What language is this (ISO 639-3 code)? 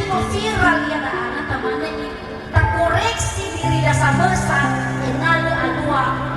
nia